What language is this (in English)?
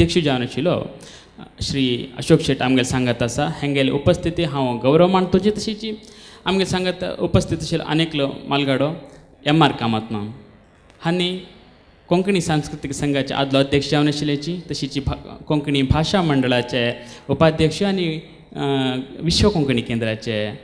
Konkani